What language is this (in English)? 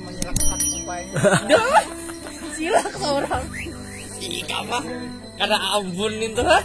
Banjar